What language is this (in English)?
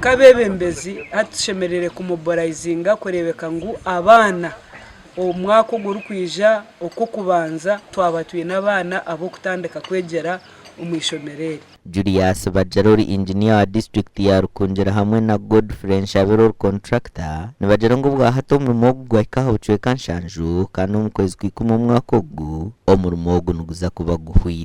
Nyankole